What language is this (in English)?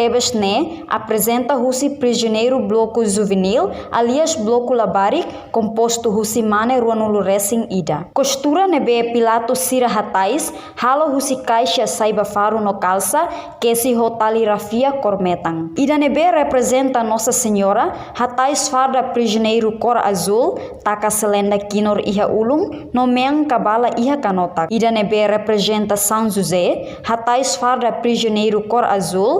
Tetum